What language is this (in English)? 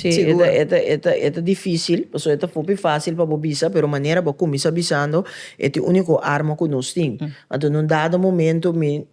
Papiamento